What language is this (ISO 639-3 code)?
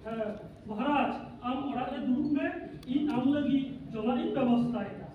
sat